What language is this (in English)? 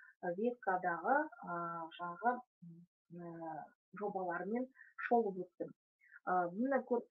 Kazakh